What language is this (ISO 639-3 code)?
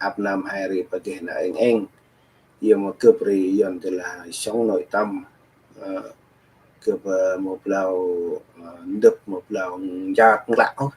cmo